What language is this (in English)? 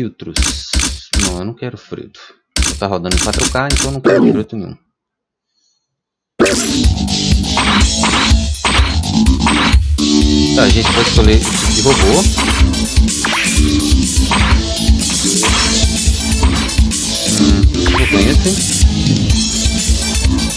Portuguese